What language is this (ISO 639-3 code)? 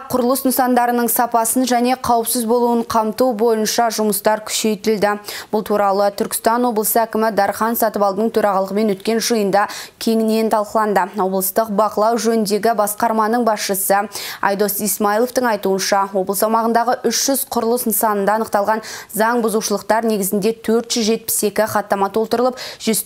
kaz